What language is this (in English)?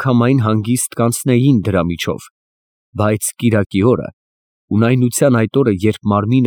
Armenian